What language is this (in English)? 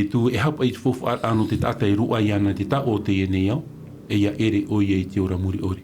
Tahitian